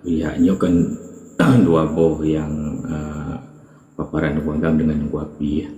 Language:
Achinese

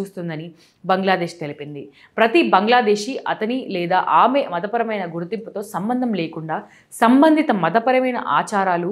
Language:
Telugu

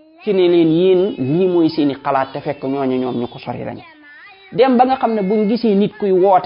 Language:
Wolof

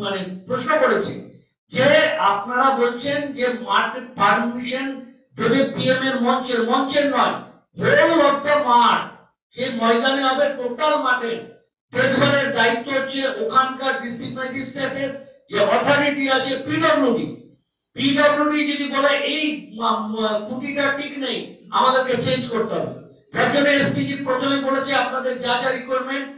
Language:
Bangla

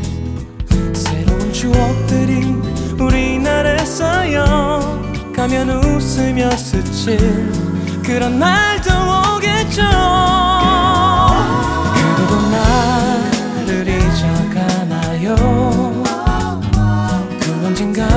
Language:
Korean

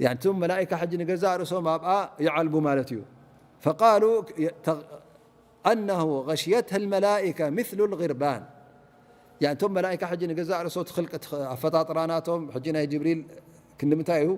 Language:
Tigrinya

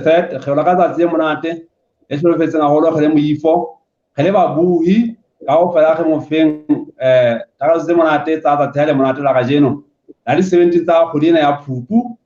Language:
Southern Sotho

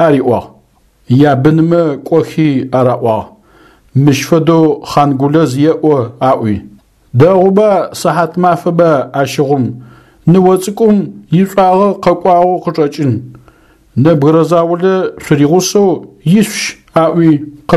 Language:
Adyghe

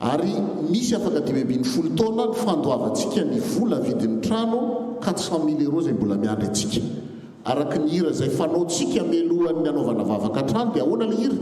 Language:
Malagasy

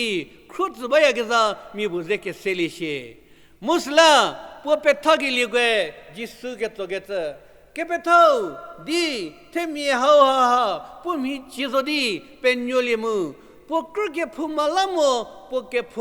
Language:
Angami Naga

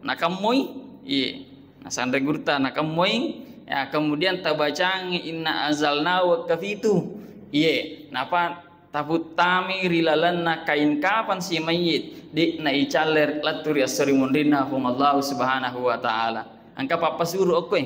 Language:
Buginese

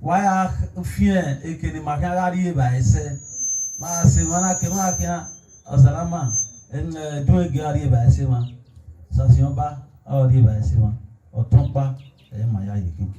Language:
Bini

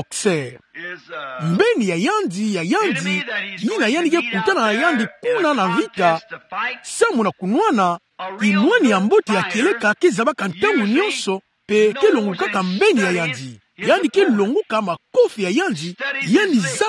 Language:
Kituba (Democratic Republic of Congo)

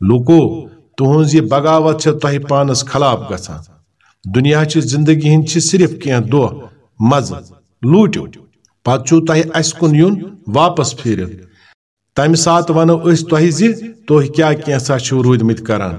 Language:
Kashmiri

